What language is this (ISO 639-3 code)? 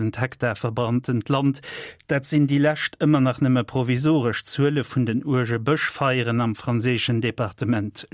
ltz